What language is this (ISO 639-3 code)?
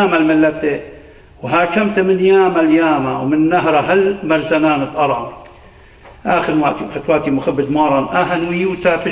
aii